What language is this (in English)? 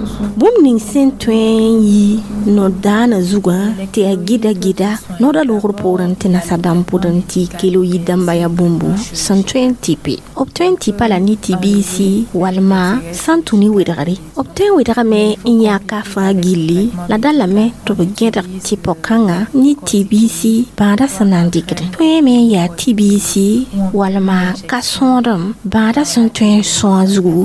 Mossi